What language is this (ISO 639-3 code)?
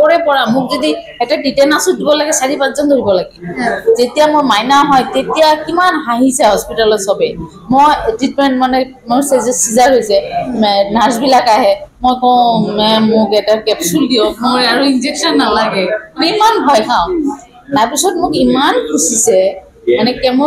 asm